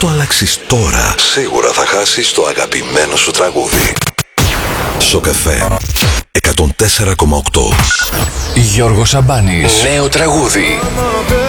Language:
Greek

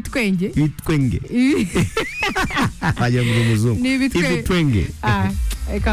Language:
Kinyarwanda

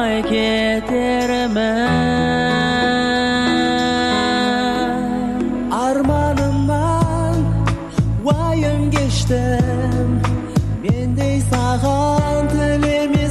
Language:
Kazakh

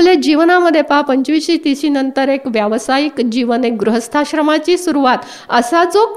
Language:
Marathi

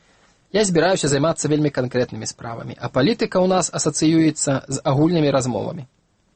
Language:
Belarusian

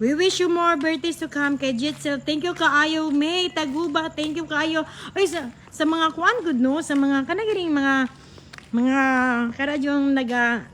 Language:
Cebuano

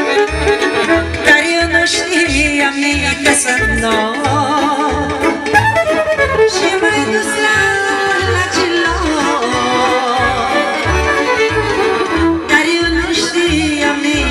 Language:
Romanian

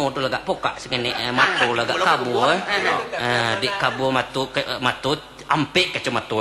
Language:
Minangkabau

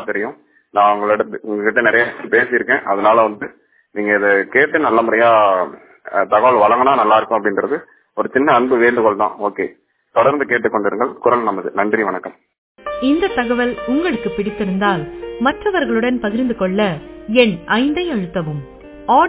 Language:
Tamil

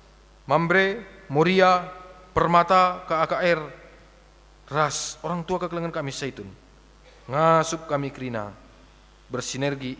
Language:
Batak Karo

